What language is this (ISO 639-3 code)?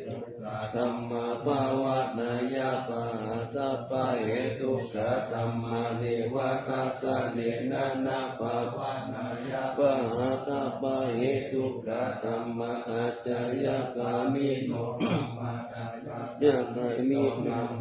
pli